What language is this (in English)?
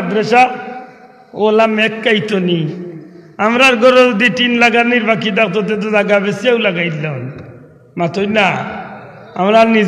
Sylheti